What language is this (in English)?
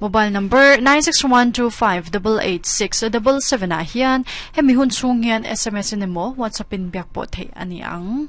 Mizo